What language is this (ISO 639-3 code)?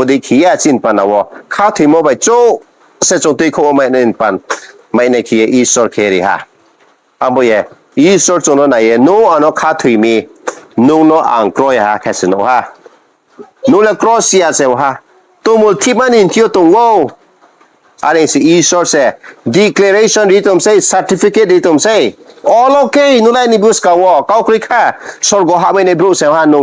ria